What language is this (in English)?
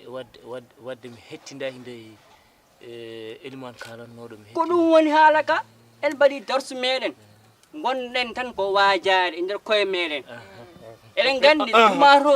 Fula